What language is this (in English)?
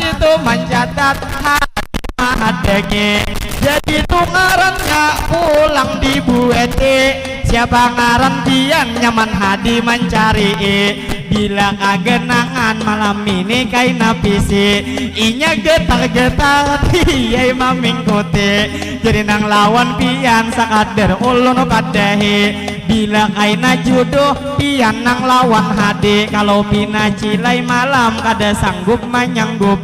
Banjar